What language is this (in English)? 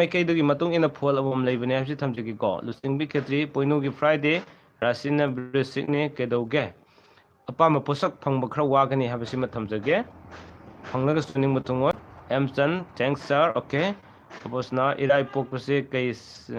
Manipuri